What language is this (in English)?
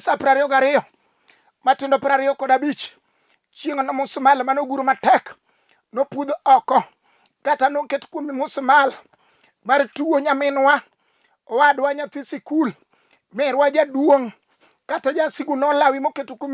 Luo (Kenya and Tanzania)